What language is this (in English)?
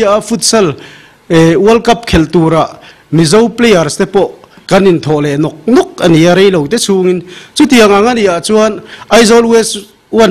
Mizo